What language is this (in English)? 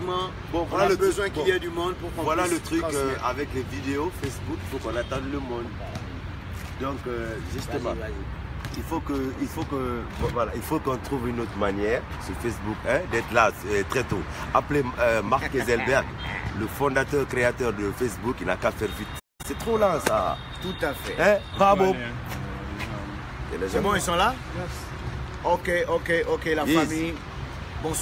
French